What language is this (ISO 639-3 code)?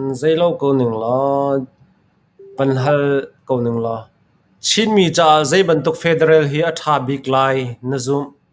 cnh